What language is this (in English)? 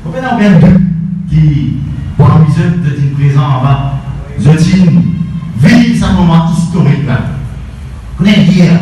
Morisyen